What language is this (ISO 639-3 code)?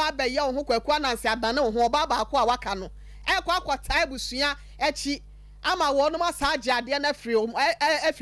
aka